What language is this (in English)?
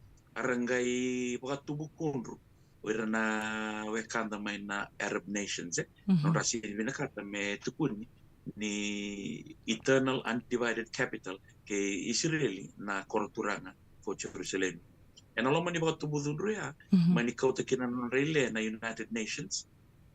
Fijian